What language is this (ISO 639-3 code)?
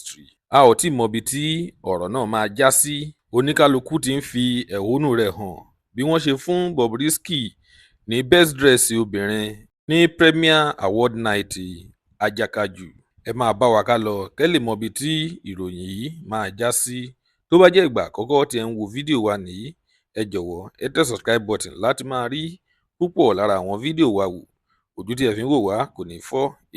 yor